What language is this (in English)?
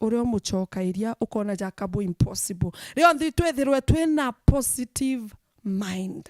Meru